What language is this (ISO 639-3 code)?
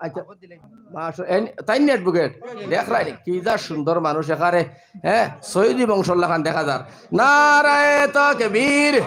syl